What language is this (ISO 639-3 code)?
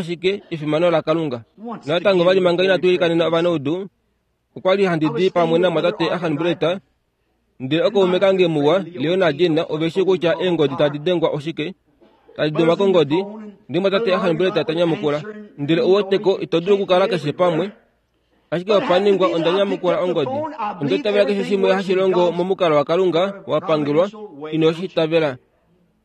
kua